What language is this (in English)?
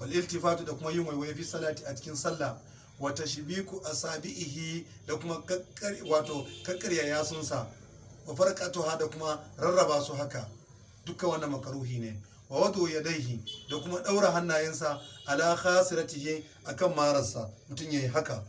Hausa